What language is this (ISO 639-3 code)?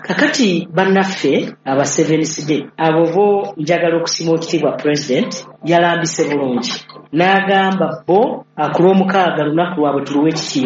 lug